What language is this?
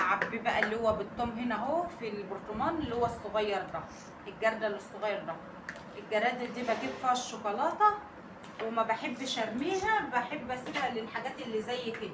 Egyptian Arabic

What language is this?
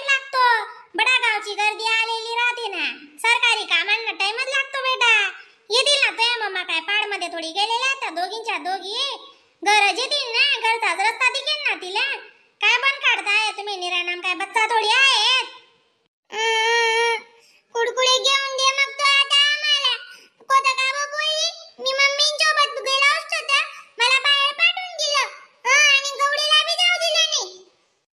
Khandesi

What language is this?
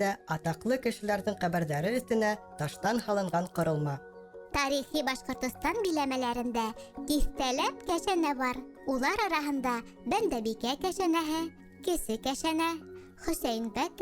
Bashkir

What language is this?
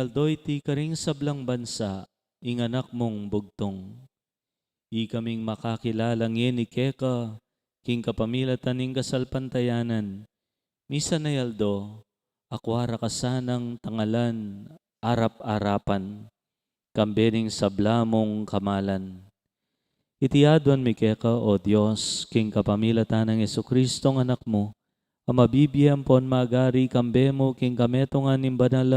Pampanga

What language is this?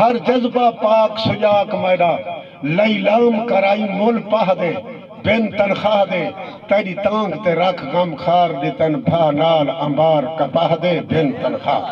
Saraiki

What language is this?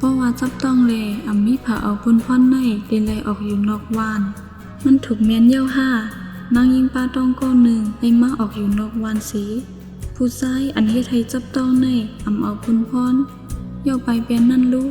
Shan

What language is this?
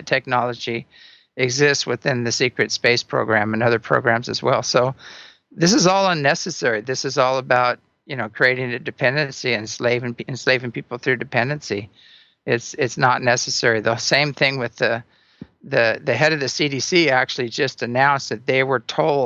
English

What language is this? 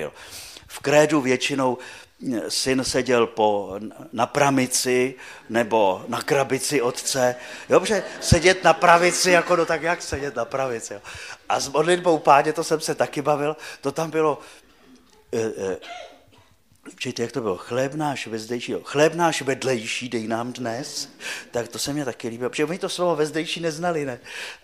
Czech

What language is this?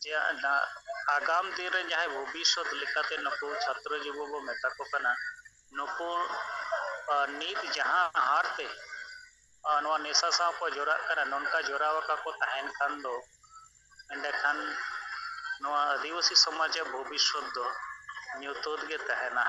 Santali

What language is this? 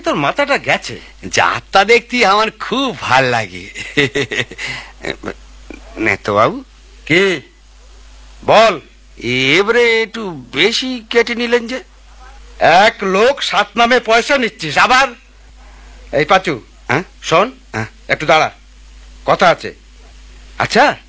Bangla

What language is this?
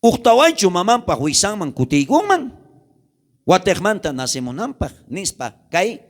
South Bolivian Quechua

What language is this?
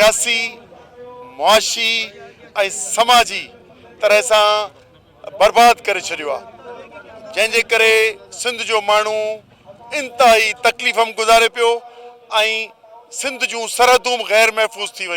Sindhi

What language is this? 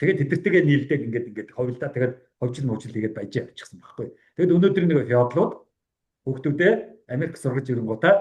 Mongolian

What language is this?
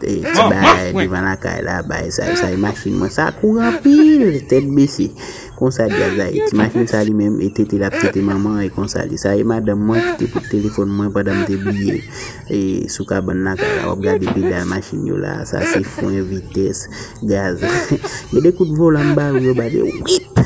Haitian Creole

